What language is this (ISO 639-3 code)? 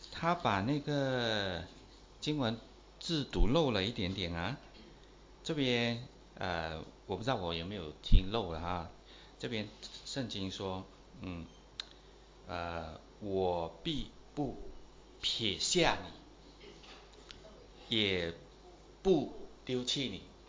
zho